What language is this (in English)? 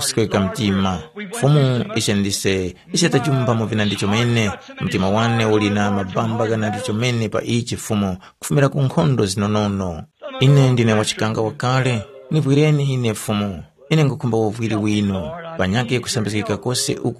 Tumbuka